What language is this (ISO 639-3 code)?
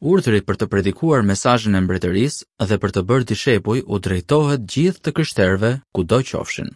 sqi